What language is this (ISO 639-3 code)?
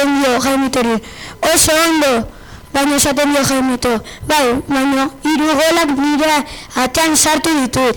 eus